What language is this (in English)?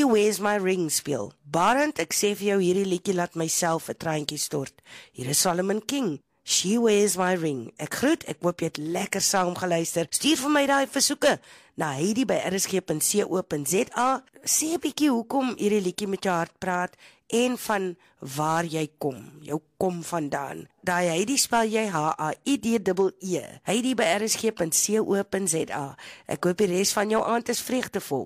Afrikaans